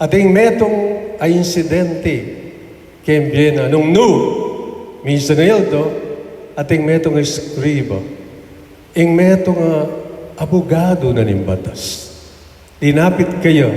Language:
Pampanga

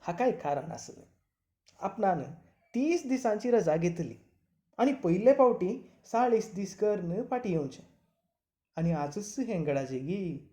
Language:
Konkani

